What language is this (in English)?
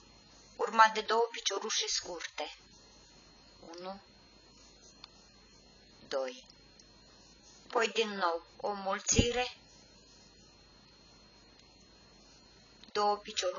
Romanian